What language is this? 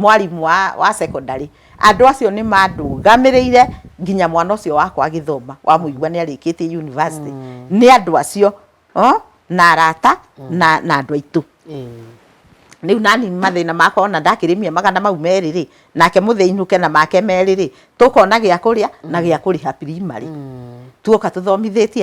Kikuyu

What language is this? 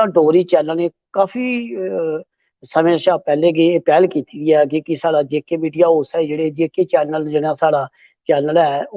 Dogri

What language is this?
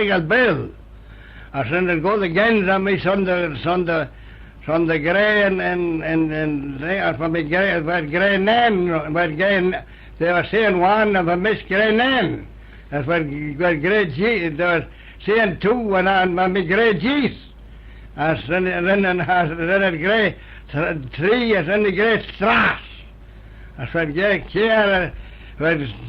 Manx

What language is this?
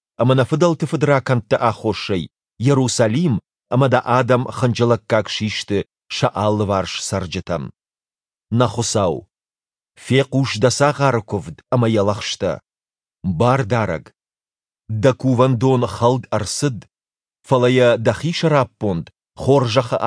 Ossetic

